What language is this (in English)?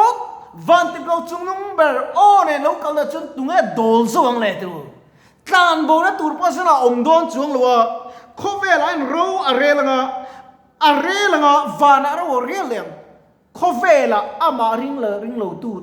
Mizo